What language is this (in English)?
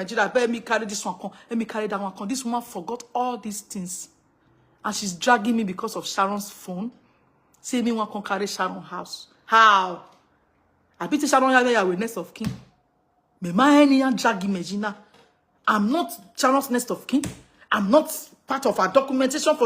Nigerian Pidgin